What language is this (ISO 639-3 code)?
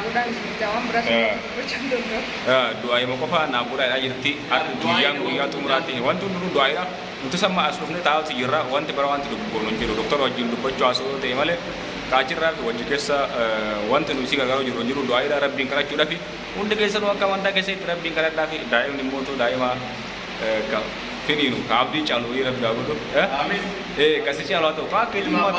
orm